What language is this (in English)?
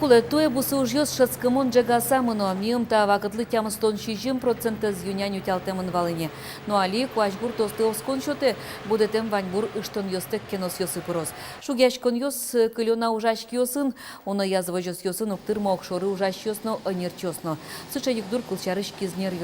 Udmurt